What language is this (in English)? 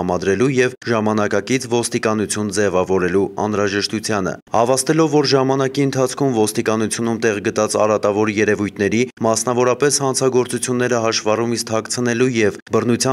Armenian